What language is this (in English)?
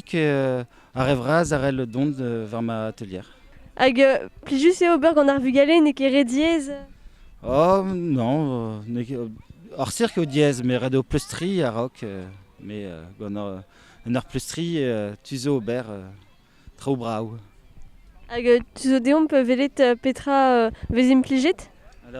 Breton